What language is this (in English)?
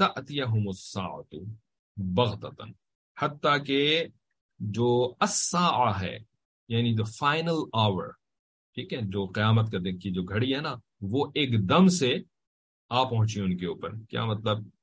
Urdu